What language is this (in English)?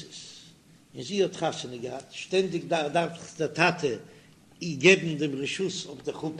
Yiddish